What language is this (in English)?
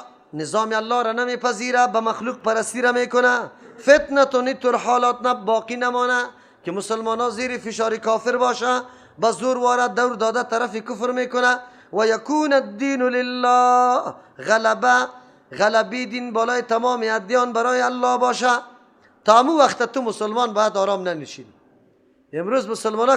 Persian